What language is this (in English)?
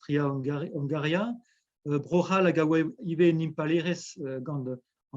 Breton